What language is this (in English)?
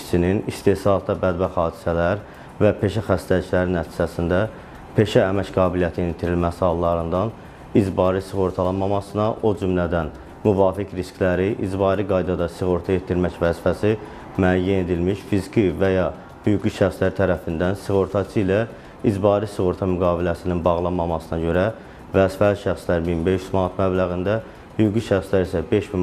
Azerbaijani